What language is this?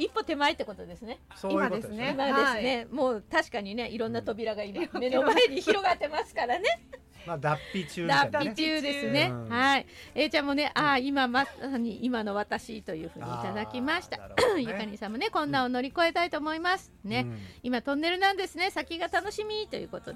Japanese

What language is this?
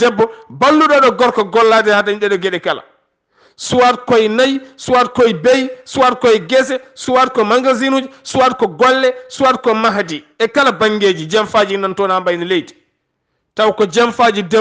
Fula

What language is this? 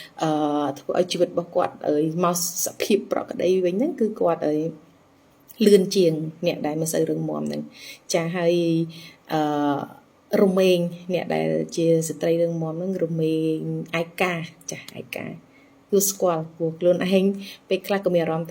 Khmer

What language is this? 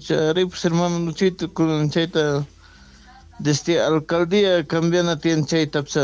South Bolivian Quechua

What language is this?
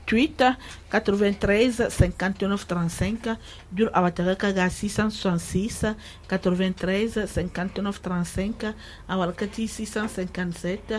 Susu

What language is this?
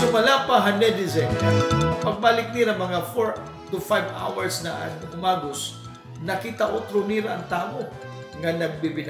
Waray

